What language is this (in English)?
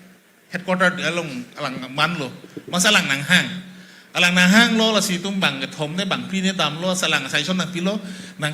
Karbi